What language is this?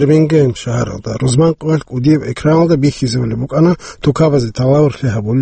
Avaric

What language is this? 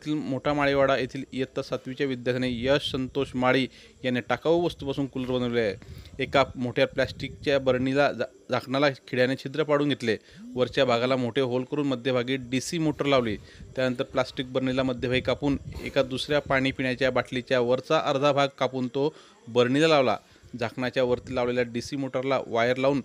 Marathi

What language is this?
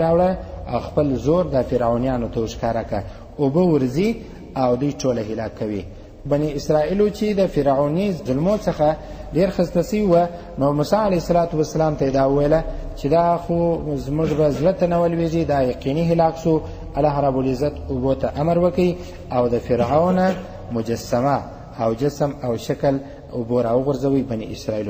Pashto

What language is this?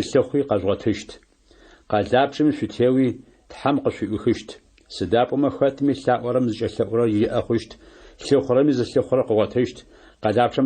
Adyghe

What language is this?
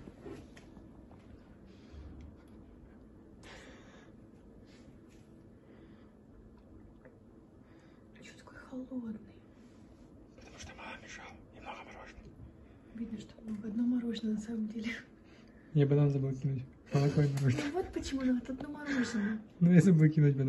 Russian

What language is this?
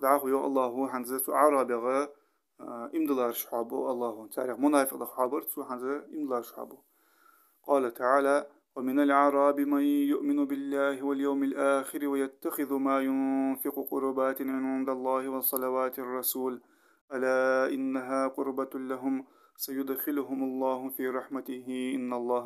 Ingush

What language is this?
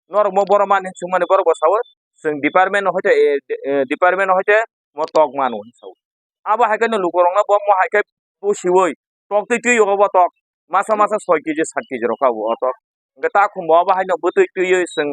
Kok Borok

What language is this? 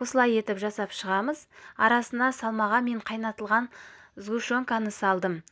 Kazakh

